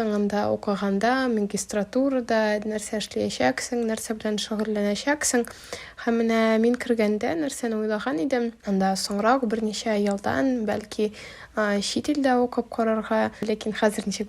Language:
Tatar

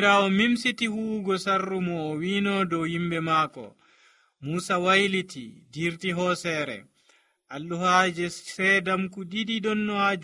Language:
Nigerian Fulfulde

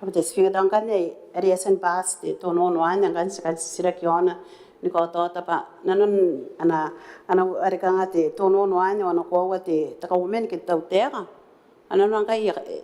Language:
Gilbertese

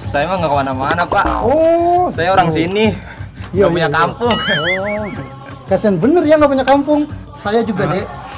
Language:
Betawi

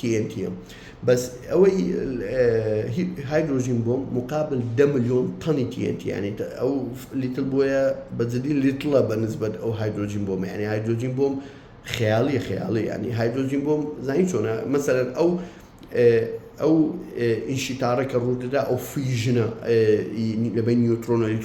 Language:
Central Kurdish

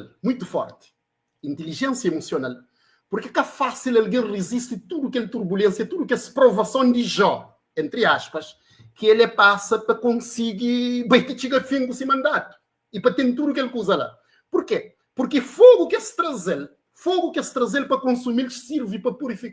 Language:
Kabuverdianu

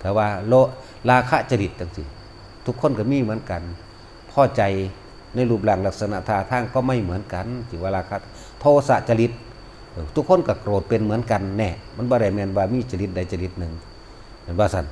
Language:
Northeastern Thai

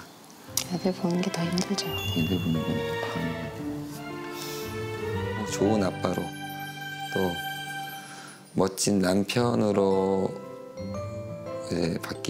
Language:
Korean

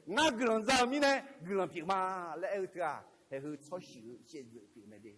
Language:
Akha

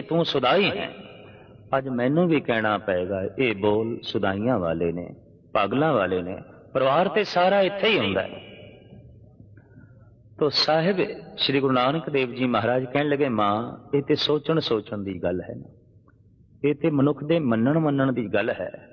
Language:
Punjabi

